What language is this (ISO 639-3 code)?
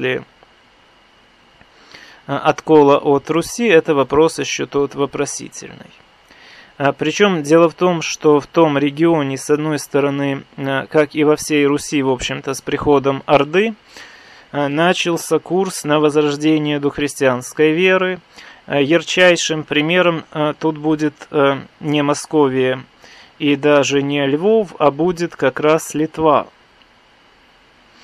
rus